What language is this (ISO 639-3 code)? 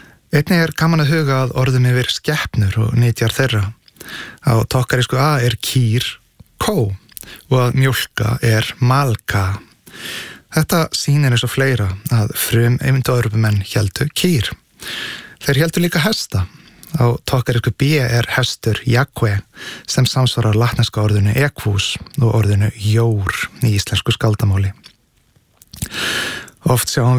isl